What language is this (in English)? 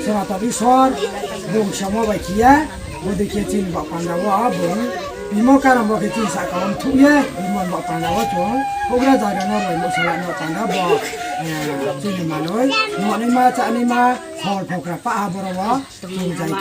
Riang (India)